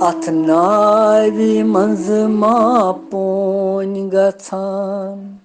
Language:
Kashmiri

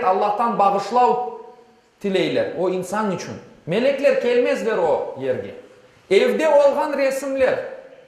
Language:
Crimean Tatar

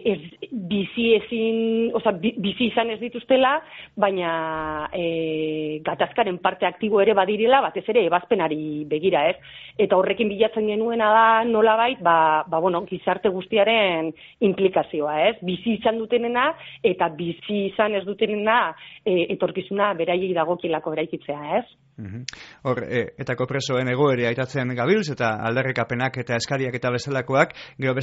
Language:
Basque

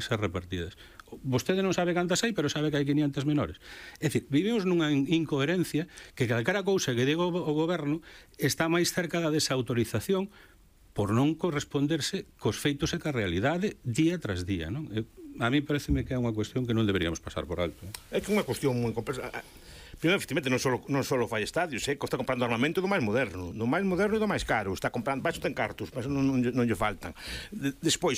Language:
Galician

